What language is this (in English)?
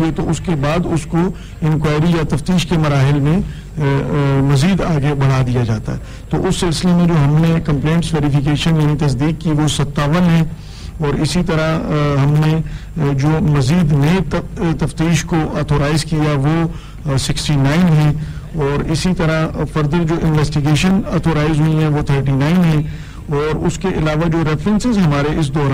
Urdu